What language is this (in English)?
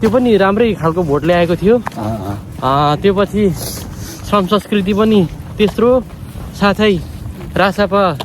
Nepali